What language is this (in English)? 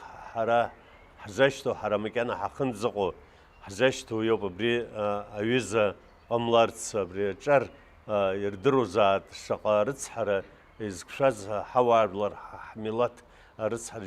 Abkhazian